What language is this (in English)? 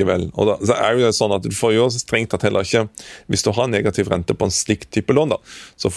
Norwegian